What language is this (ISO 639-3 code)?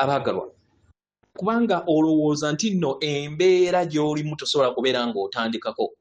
lug